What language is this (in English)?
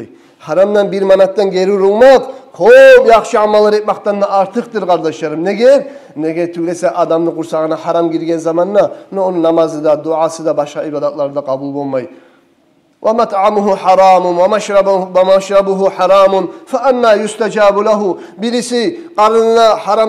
Kumyk